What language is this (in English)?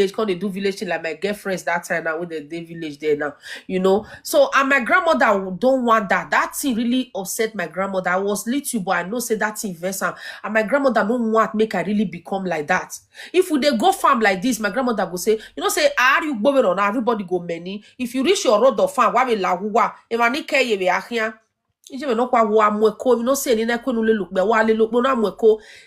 Nigerian Pidgin